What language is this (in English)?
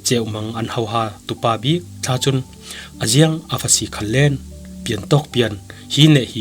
Falam Chin